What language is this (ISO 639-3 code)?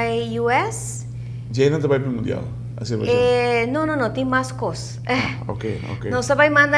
pap